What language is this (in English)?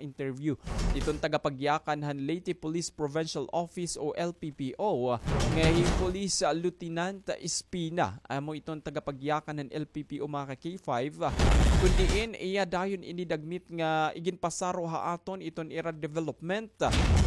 Waray